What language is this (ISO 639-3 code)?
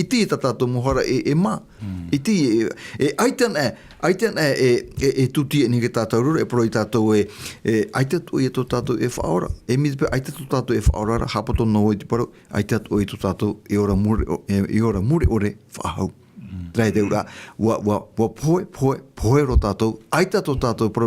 tah